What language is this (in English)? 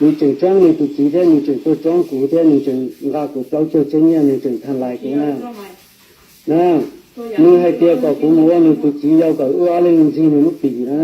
Hmong